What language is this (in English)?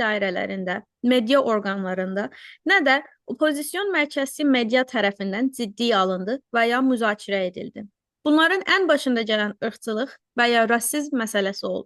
South Azerbaijani